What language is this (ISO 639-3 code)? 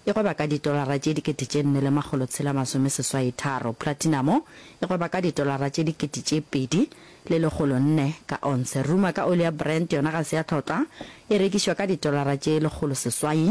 nso